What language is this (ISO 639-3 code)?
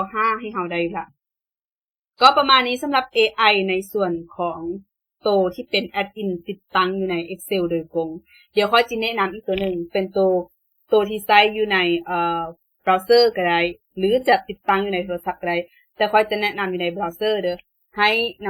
lao